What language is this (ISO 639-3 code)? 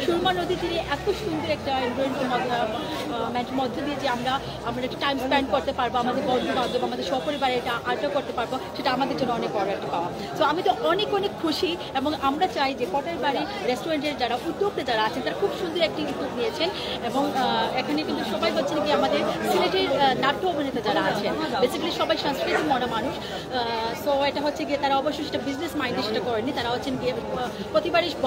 syl